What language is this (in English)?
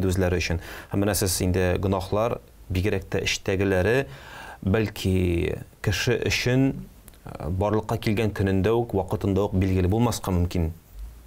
Tatar